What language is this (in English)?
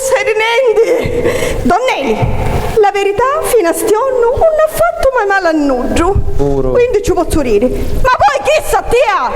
Sicilian